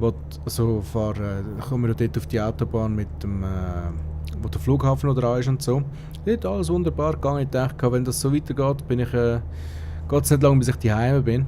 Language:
Swiss German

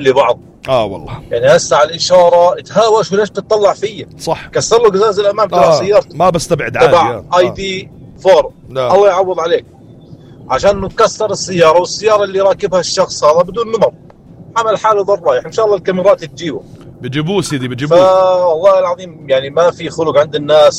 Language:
North Levantine Arabic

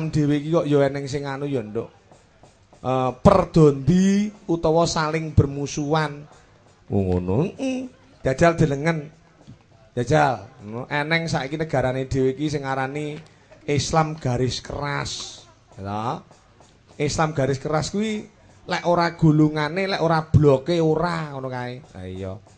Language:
Javanese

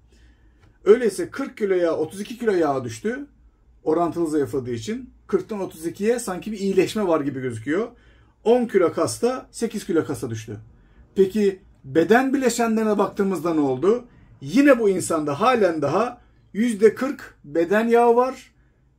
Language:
Turkish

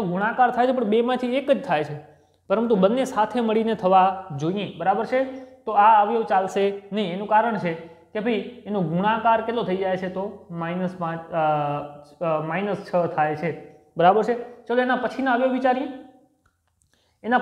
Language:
Gujarati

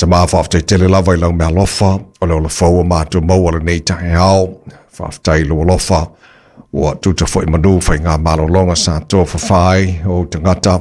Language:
Samoan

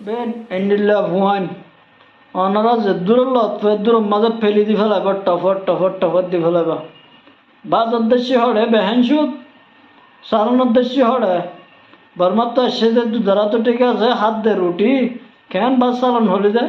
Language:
Rohingya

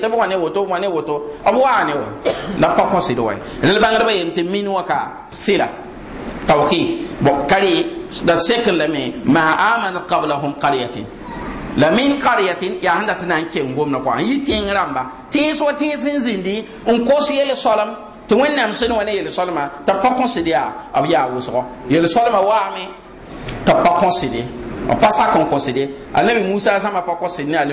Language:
Mossi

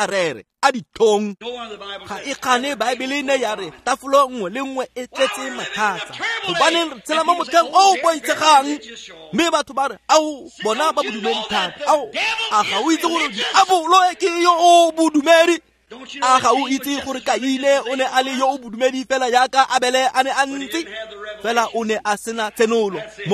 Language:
Tswana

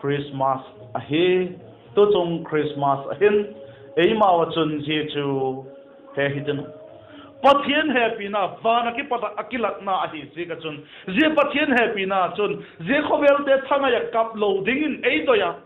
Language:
Vaiphei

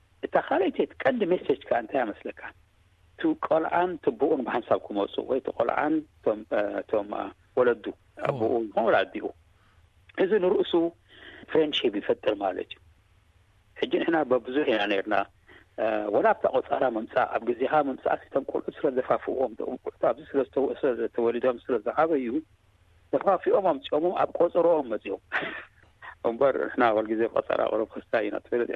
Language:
Tigrinya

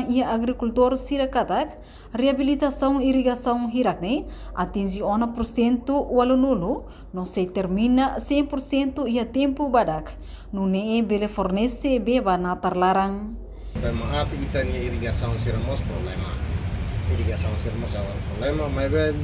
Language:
Tetum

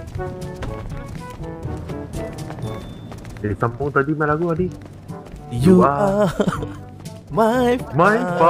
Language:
Malay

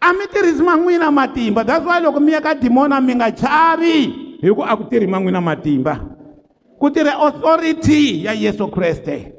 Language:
Tsonga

